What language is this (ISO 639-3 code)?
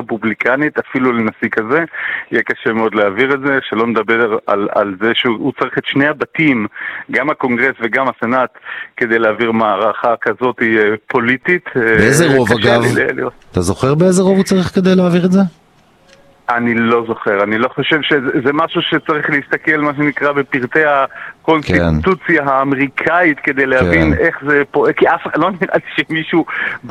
heb